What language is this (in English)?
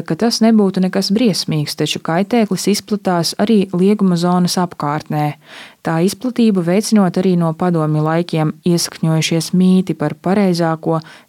Latvian